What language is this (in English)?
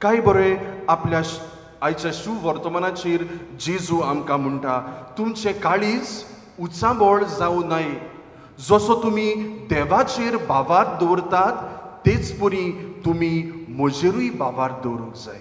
Konkani